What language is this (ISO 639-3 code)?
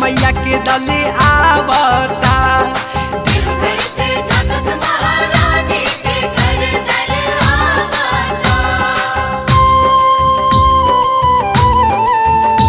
bho